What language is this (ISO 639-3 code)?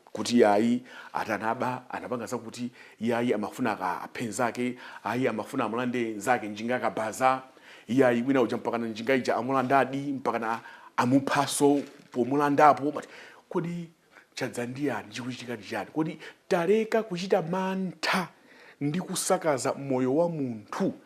nya